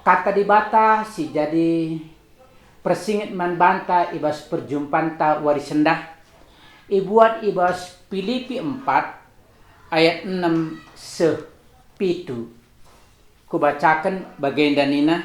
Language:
Batak Karo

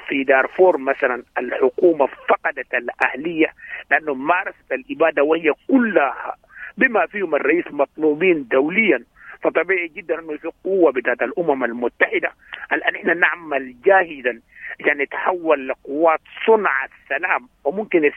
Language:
Sudanese Arabic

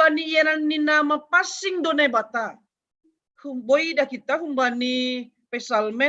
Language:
Batak Simalungun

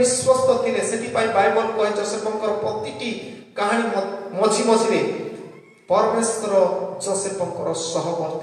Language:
Odia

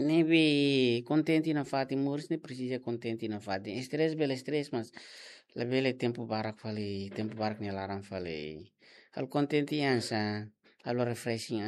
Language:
Tetum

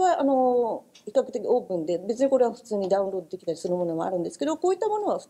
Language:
Japanese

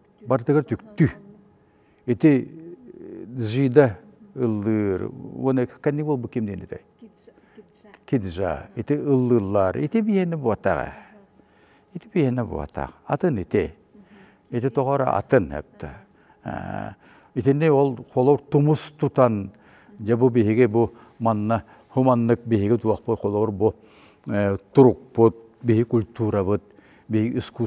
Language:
Yakut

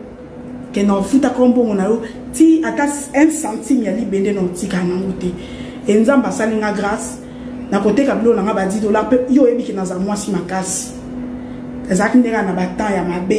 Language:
Lingala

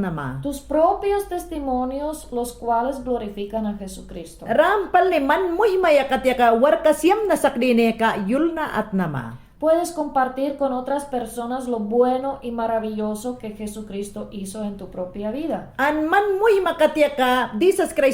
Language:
Mayangna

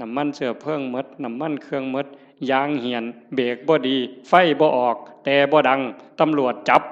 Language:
Northeastern Thai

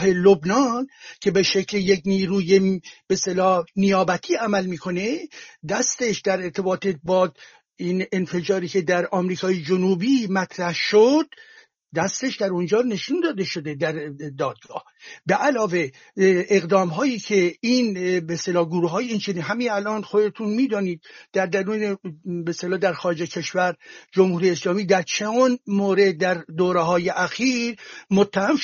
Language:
Persian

